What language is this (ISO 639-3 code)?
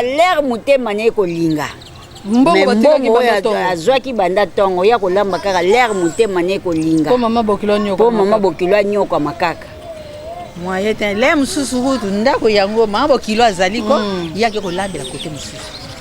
lin